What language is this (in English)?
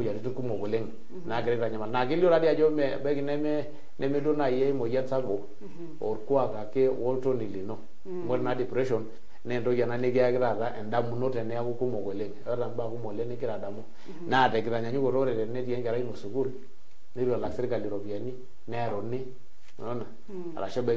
Masai